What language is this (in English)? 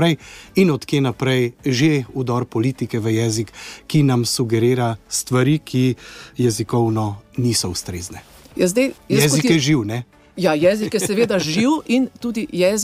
Slovenian